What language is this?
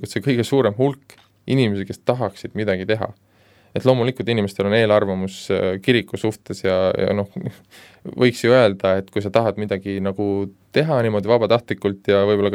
Estonian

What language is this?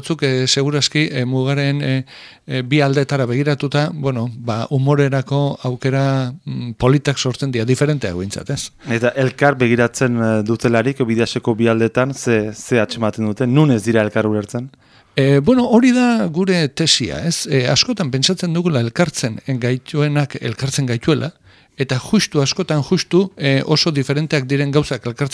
Basque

